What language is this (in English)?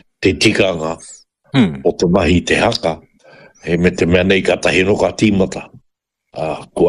Māori